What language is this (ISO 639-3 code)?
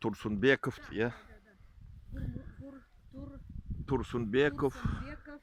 tuk